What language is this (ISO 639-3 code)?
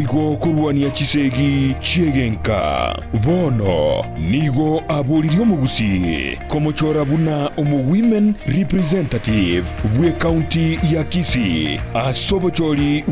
guz